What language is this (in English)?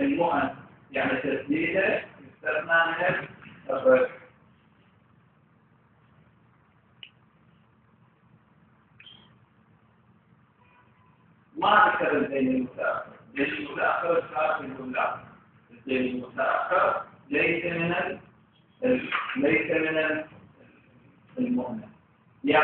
Arabic